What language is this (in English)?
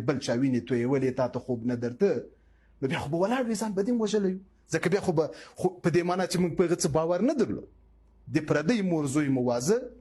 Pashto